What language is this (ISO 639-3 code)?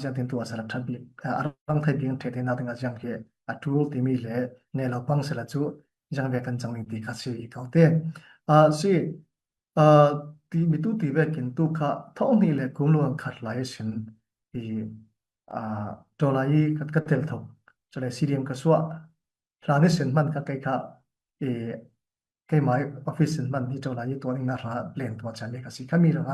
cfm